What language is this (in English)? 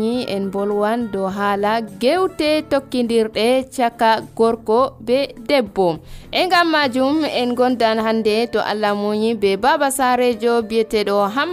Nigerian Fulfulde